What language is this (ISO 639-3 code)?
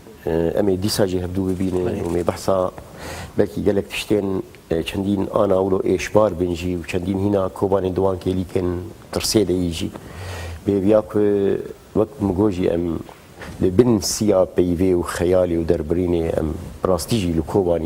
kur